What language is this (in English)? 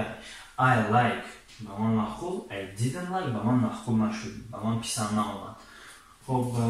Tajik